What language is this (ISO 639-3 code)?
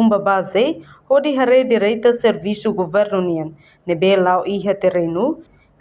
tet